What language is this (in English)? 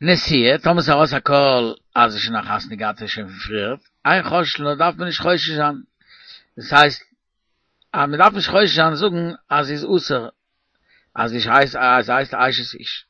Yiddish